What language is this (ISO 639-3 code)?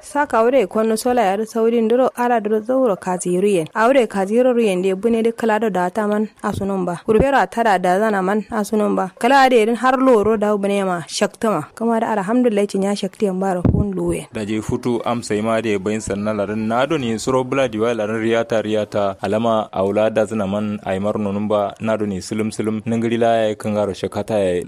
kau